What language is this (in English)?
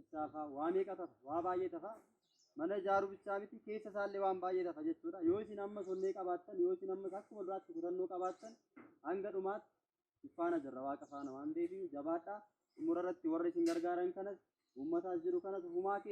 Oromo